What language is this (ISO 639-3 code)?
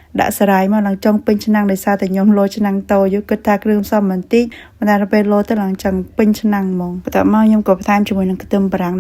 khm